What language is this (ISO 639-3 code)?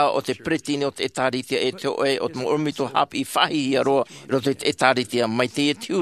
tah